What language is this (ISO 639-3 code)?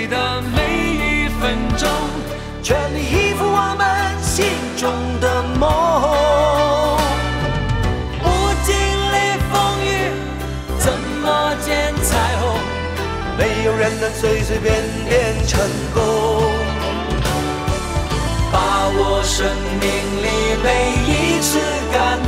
zho